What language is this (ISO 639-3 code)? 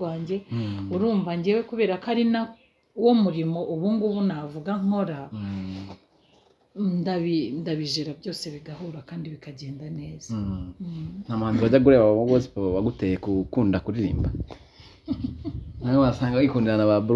kin